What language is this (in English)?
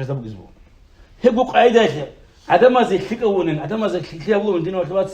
Avaric